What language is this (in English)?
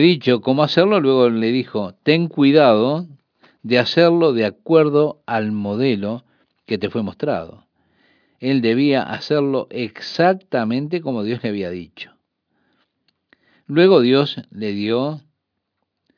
Spanish